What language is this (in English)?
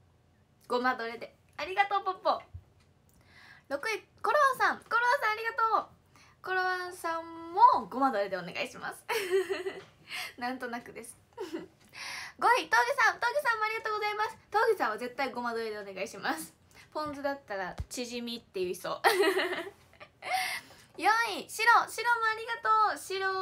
Japanese